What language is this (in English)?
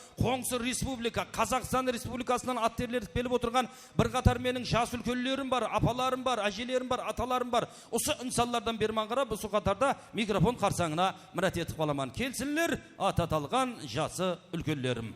Kara-Kalpak